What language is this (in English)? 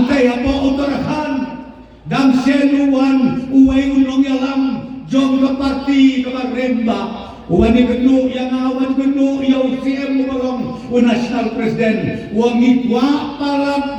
Khasi